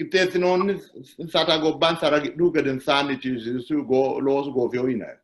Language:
Sidamo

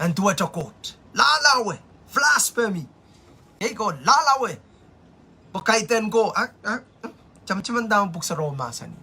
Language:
Pohnpeian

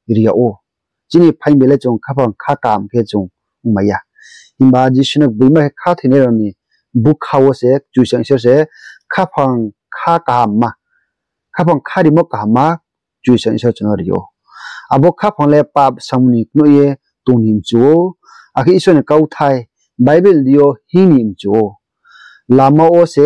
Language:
Riang (India)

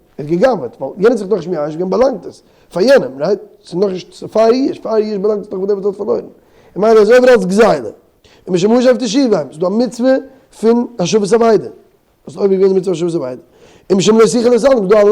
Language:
Yiddish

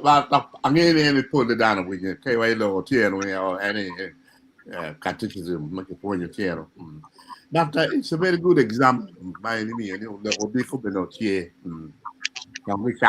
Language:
Acoli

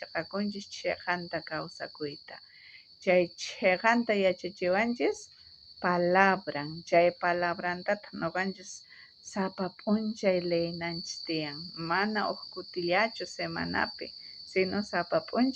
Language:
South Bolivian Quechua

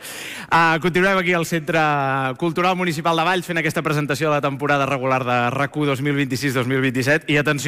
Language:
Catalan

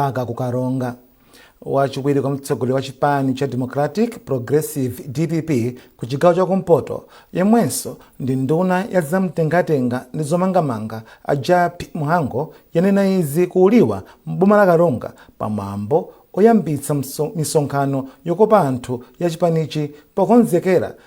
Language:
Nyanja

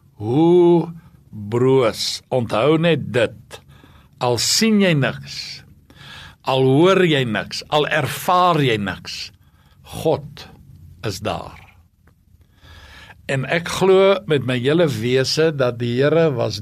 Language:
Afrikaans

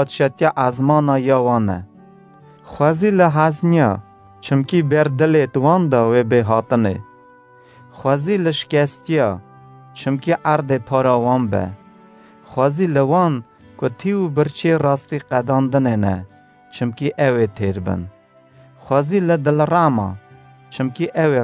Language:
Kurdish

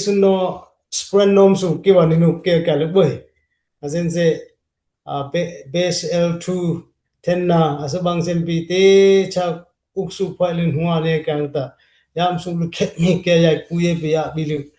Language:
Dimasa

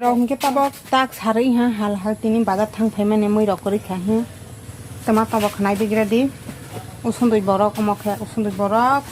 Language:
Kok Borok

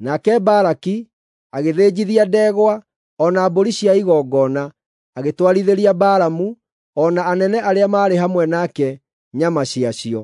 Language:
Kikuyu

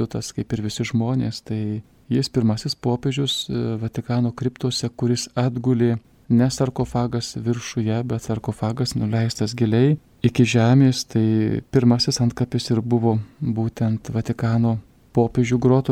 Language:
Lithuanian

